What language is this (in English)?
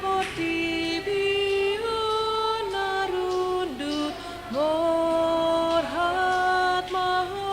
Batak Toba